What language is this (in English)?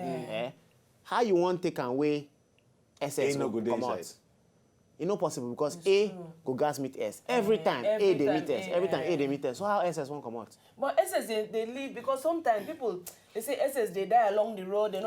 Nigerian Pidgin